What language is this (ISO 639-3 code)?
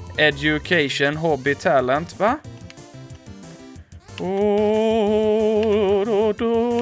swe